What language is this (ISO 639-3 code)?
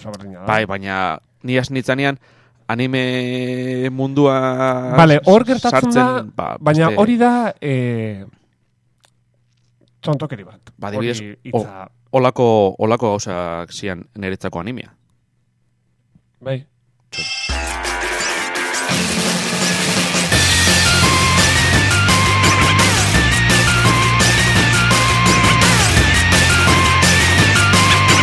eus